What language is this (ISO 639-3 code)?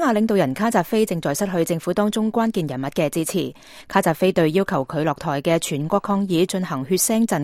yue